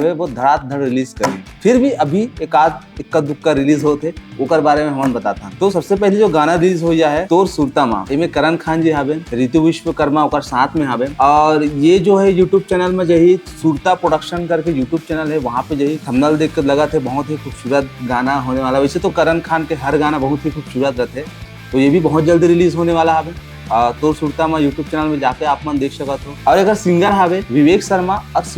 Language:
Chhattisgarhi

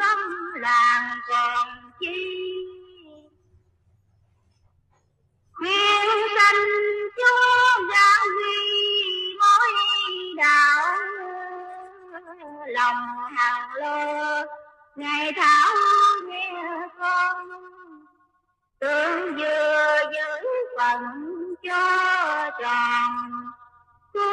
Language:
Vietnamese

